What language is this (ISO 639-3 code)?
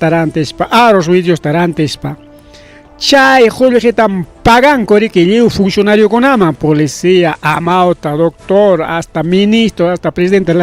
quy